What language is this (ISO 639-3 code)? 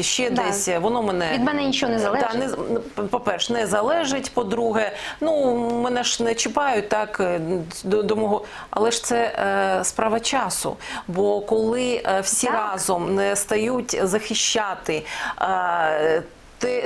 ukr